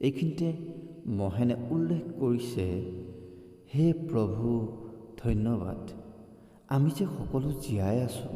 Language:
Assamese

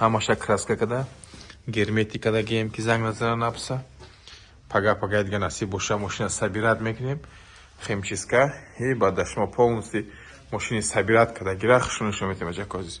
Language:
Tajik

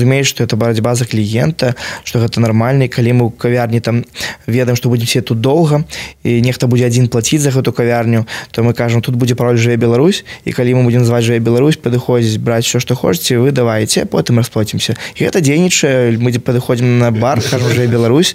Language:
Belarusian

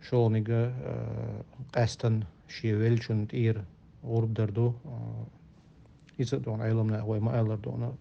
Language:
Chechen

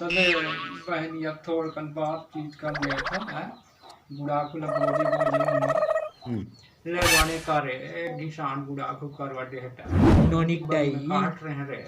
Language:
Chhattisgarhi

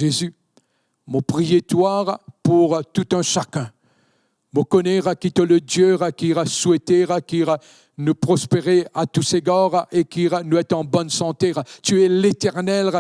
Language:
Morisyen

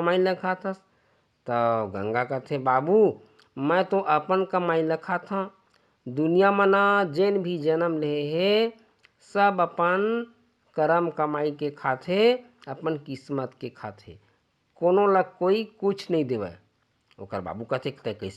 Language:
Chhattisgarhi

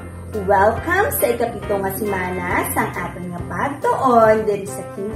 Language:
Hiligaynon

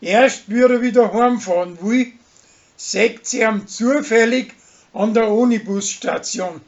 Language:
Bavarian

